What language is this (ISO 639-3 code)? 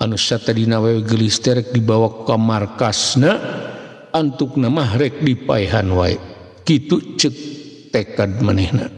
sun